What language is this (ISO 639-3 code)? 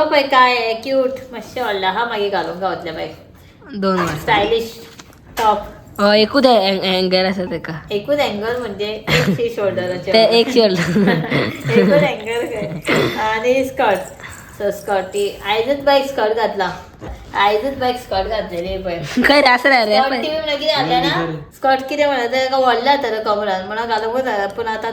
kok